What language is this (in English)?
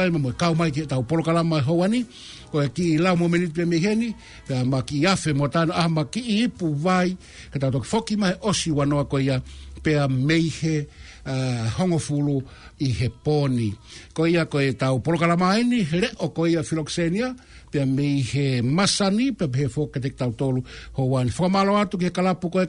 Tongan